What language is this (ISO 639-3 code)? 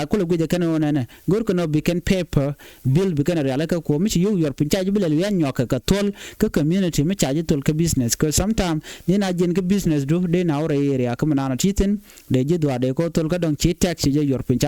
nus